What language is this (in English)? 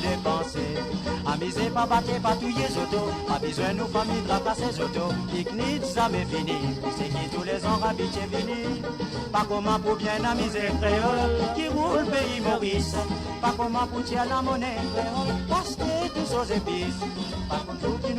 Morisyen